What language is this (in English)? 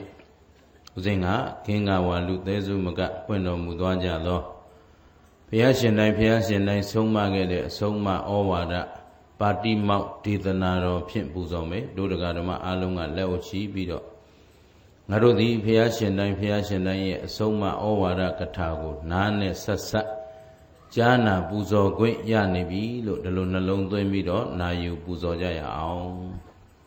Burmese